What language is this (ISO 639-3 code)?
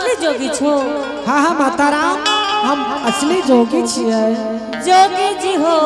anp